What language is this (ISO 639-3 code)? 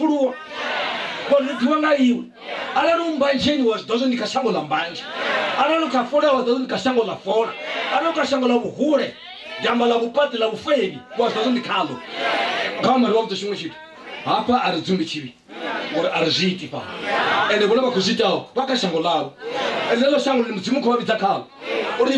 ven